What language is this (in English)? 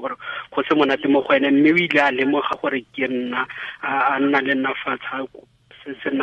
Tswana